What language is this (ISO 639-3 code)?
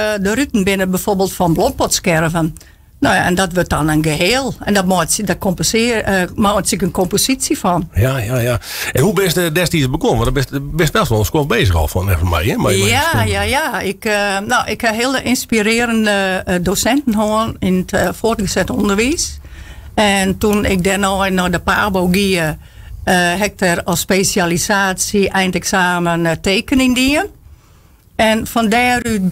fry